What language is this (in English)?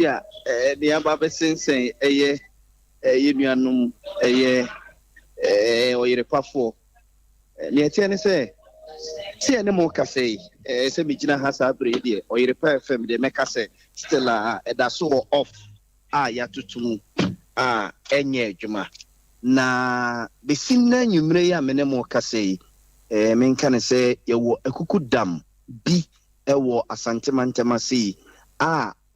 Akan